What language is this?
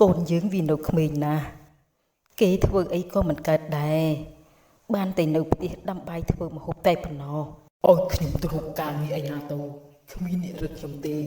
Khmer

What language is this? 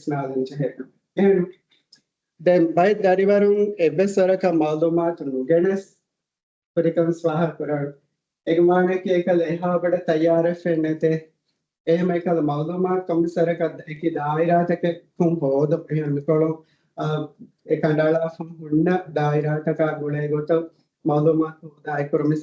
Divehi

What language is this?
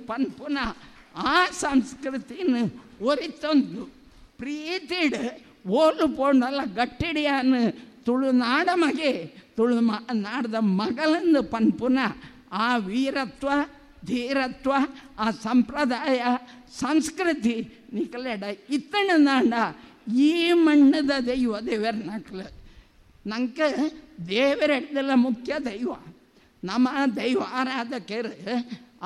Tulu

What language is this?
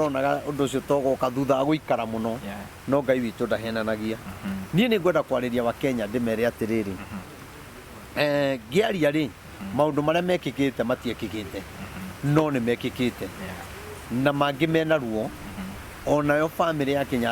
Kikuyu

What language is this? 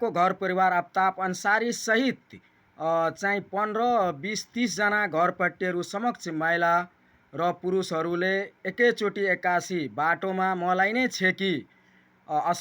Nepali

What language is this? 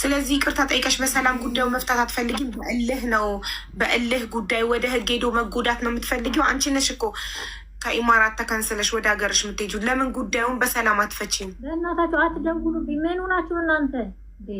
Amharic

